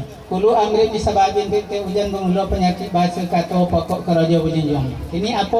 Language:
Minangkabau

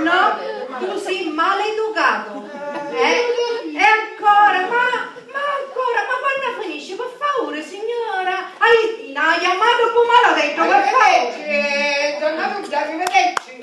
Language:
Sicilian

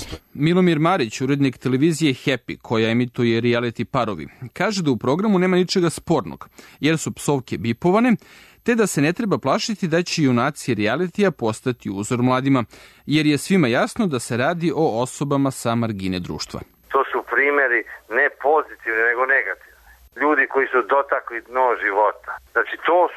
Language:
Serbian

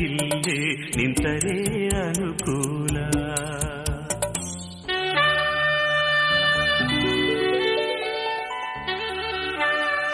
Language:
Kannada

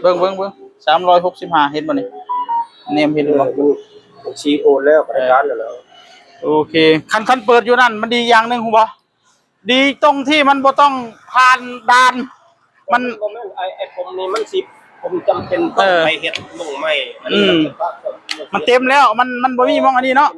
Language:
Northeastern Thai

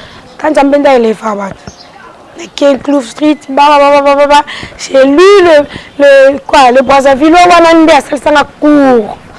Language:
Lingala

